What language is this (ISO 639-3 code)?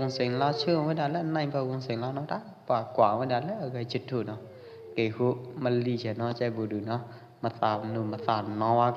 kjp